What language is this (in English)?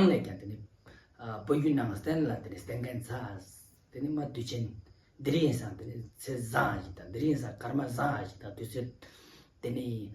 Ladakhi